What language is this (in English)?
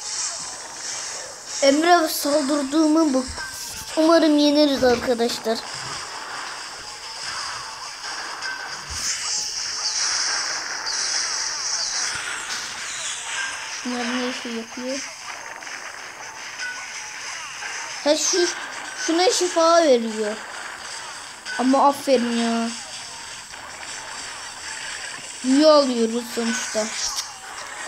Turkish